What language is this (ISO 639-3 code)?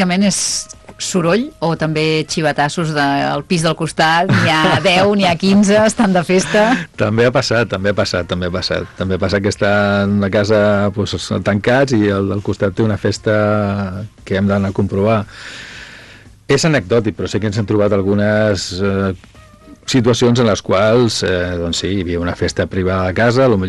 cat